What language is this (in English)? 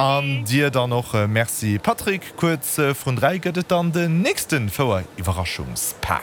Luxembourgish